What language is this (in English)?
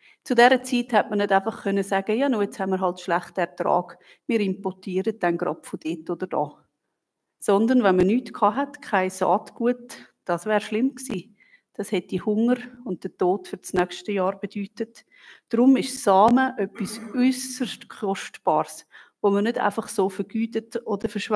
Swiss German